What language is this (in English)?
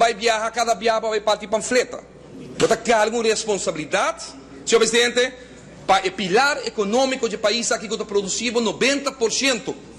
Papiamento